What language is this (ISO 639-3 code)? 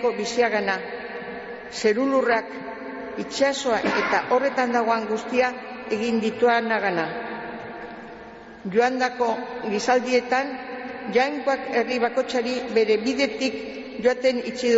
eus